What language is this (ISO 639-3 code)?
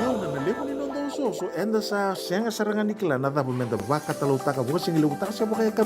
fij